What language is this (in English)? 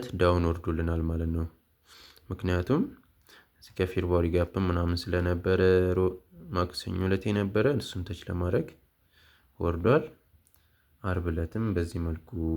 Amharic